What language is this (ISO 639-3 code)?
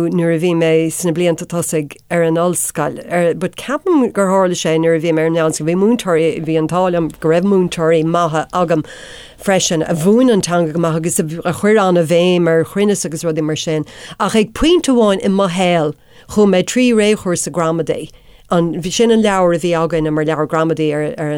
gle